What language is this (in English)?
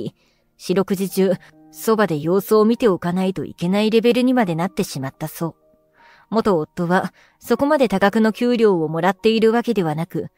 Japanese